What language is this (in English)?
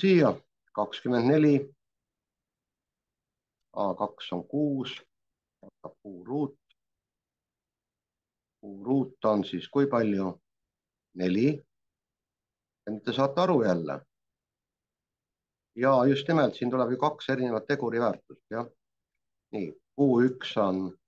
Estonian